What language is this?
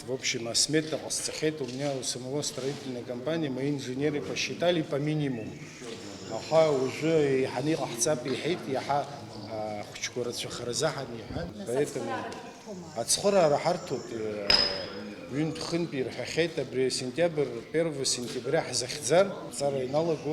Abkhazian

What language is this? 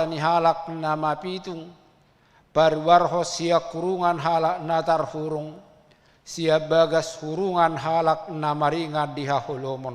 Batak Toba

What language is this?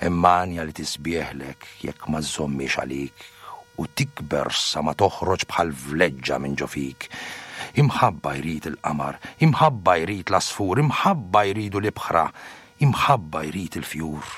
Maltese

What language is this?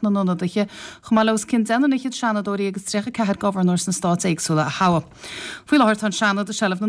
Irish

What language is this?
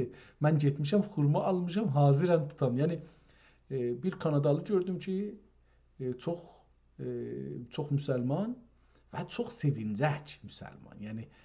South Azerbaijani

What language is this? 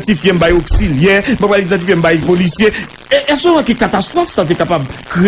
Haitian Creole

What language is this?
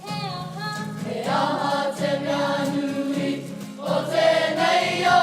Māori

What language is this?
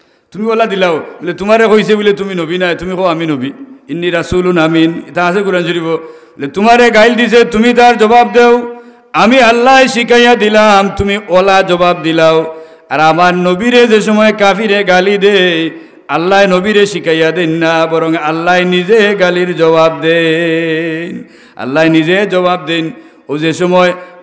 Sylheti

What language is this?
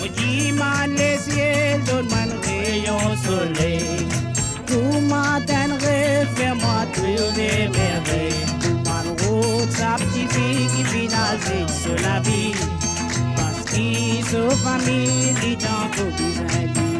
Morisyen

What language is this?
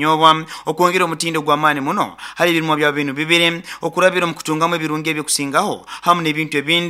Nyoro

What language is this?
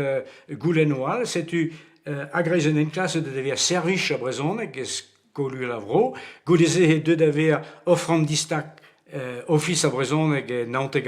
Breton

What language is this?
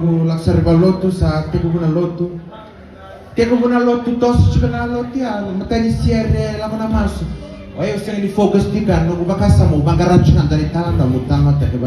Fijian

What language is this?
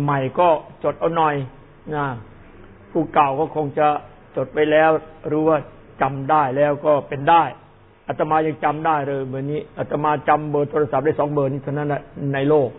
Thai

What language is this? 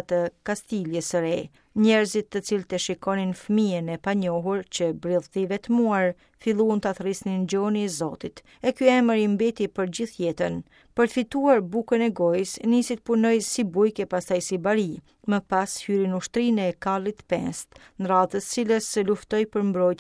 Albanian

